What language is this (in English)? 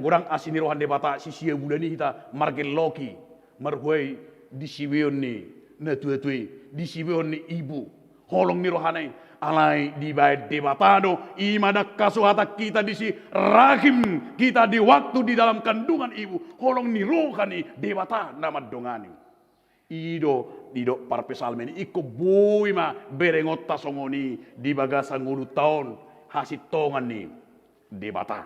Batak Toba